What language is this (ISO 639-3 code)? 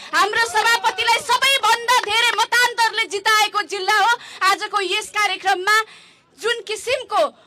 nep